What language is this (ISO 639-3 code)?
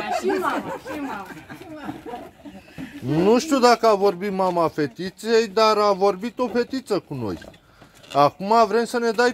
ron